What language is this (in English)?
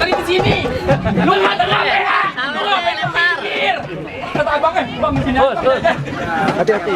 Betawi